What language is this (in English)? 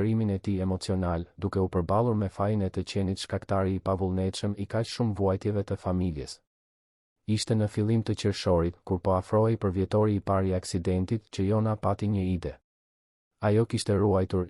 Albanian